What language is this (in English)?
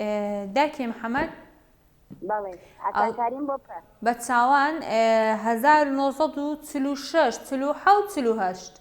Central Kurdish